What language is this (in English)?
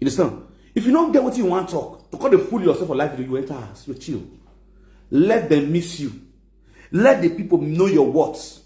Nigerian Pidgin